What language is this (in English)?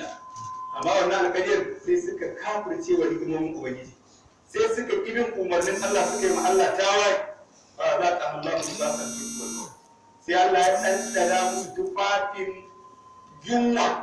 Hausa